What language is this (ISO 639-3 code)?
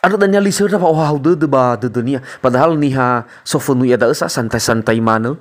nia